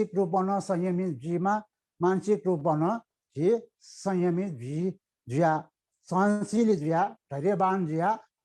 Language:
Newari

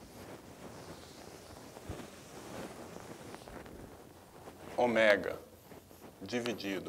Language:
Portuguese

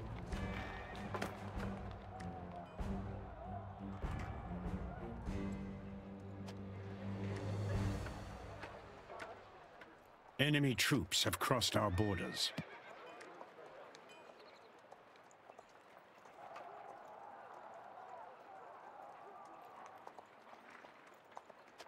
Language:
English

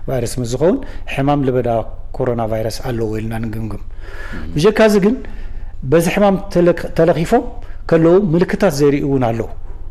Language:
Tigrinya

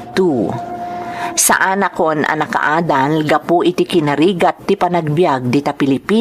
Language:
Iloko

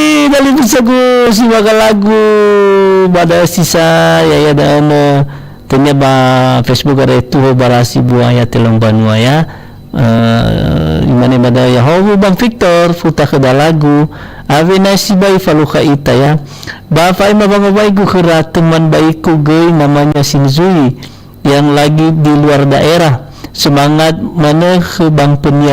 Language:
Nias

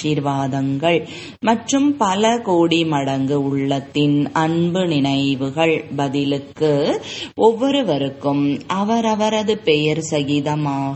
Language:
Tamil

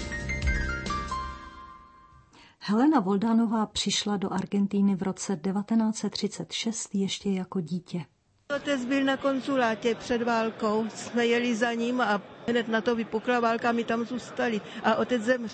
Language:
Czech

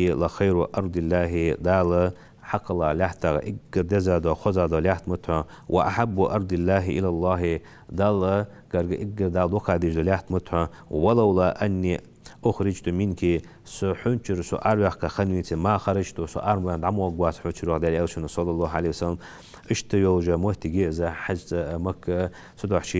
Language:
Ingush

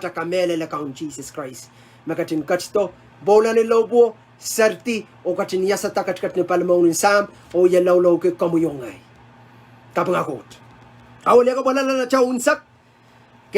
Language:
Pohnpeian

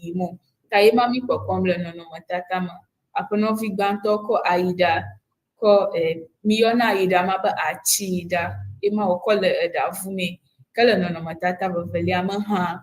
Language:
Ewe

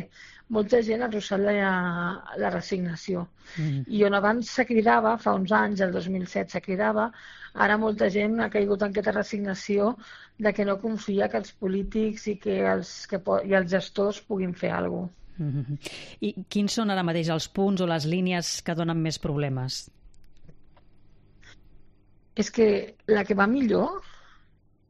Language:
Catalan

